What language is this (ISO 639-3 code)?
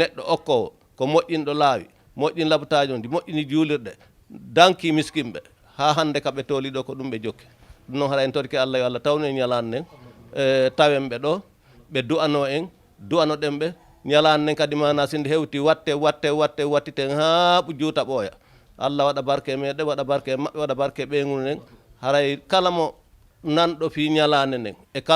ful